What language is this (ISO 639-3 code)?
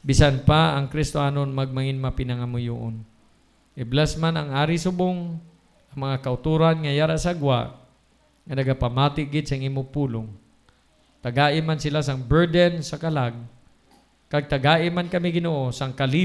hil